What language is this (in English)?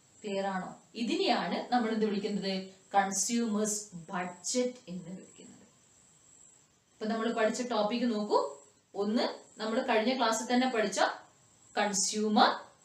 Malayalam